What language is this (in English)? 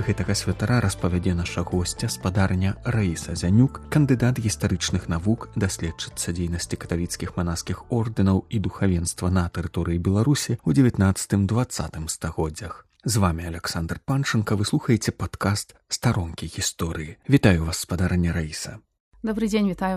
Belarusian